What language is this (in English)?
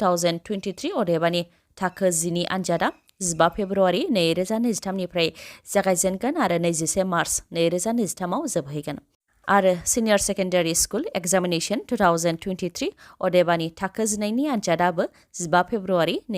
Bodo